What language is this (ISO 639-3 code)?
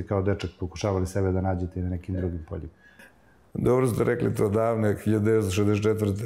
srp